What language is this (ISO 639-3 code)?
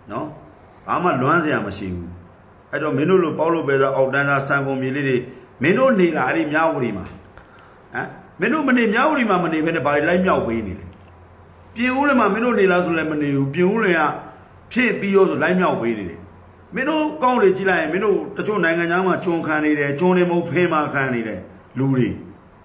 mya